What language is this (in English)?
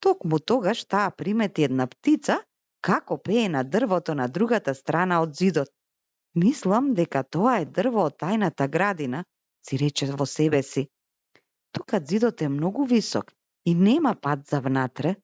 Macedonian